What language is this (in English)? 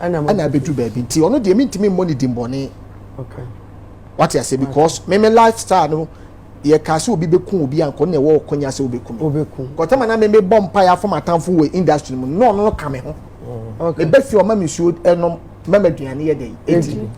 Akan